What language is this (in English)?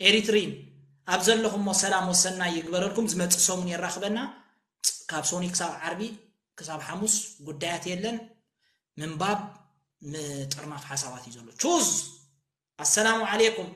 Tigrinya